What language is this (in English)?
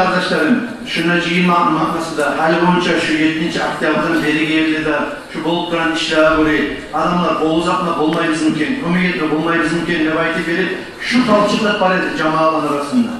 Kumyk